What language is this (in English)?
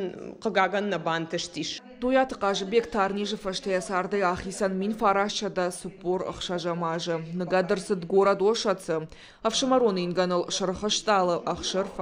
Ossetic